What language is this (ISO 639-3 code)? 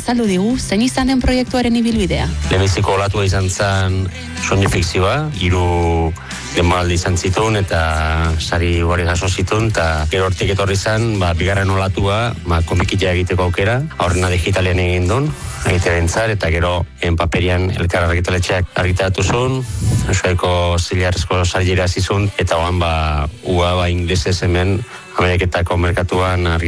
eus